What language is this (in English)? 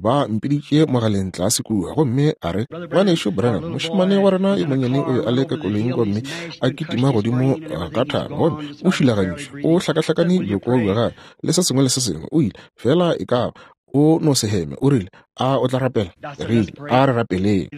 Northern Sotho